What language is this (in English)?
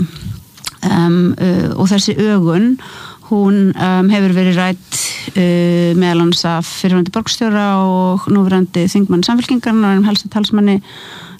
Icelandic